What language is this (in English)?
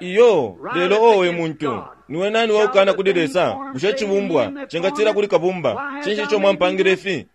Bemba